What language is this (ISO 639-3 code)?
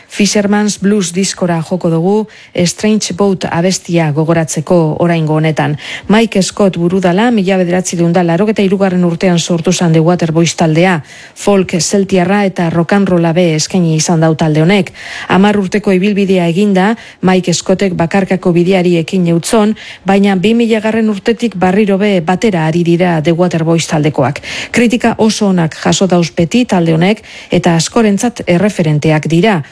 eus